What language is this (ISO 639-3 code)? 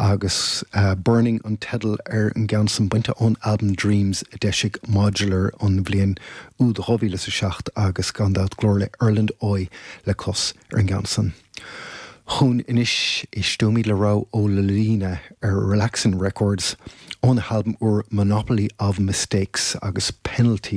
gle